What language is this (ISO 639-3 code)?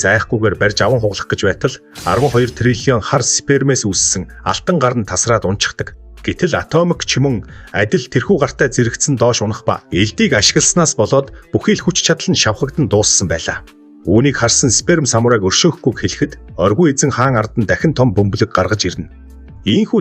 mon